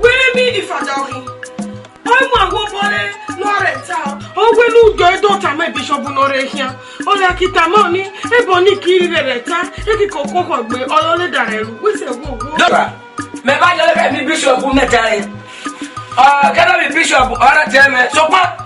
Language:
Esan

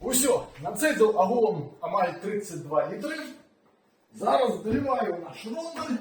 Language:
Belarusian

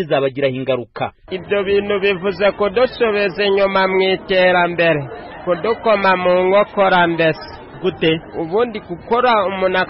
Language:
Kinyarwanda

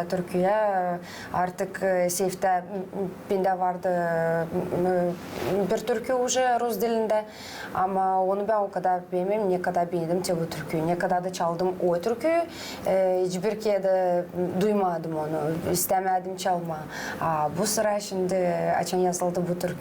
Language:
Gagauz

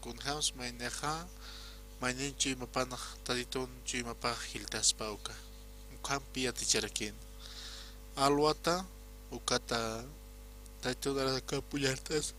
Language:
Aymara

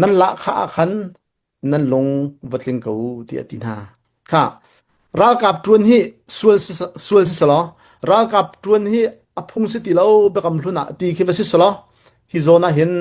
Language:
Hakha Chin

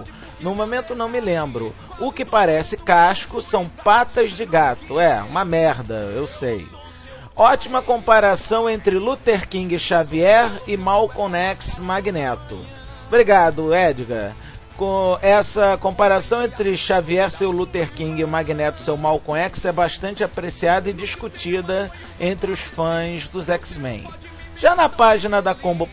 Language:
Portuguese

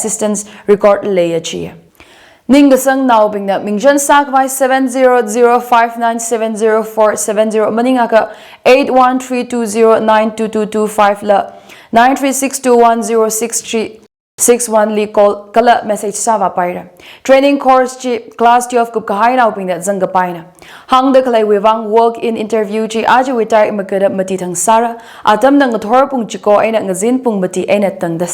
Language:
Tangkhul Naga (India)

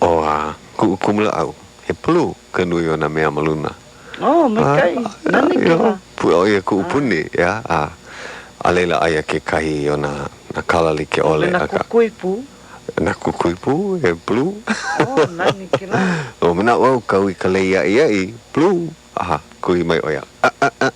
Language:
Hawaiian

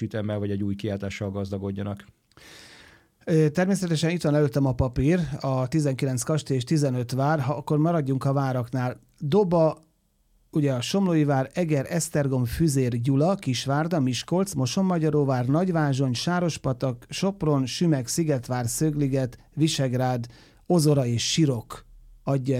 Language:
Hungarian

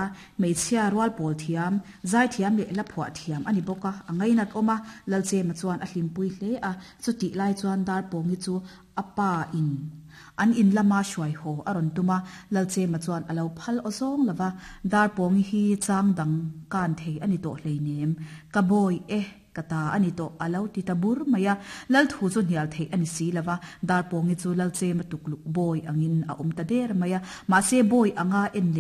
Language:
Mizo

